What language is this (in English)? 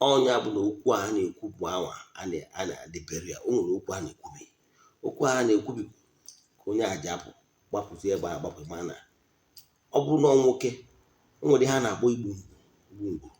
Igbo